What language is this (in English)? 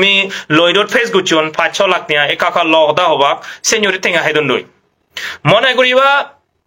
Chakma